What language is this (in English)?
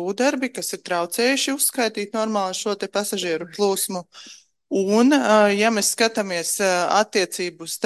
Latvian